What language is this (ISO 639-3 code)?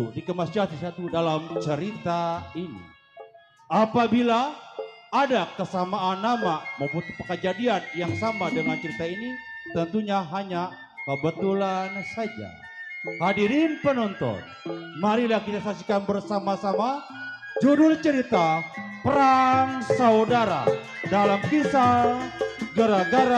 bew